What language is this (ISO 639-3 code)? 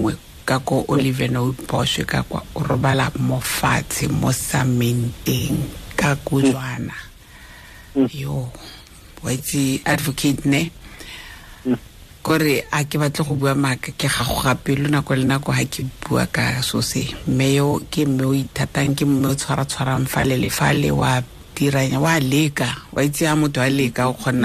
tsn